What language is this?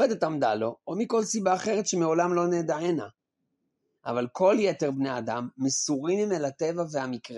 Hebrew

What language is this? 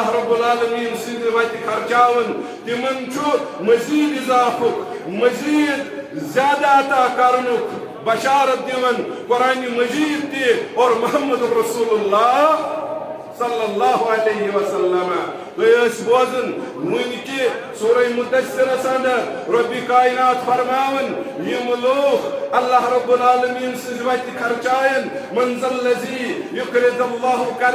Kashmiri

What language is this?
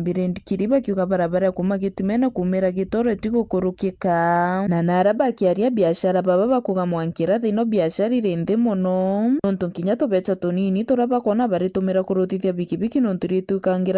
Meru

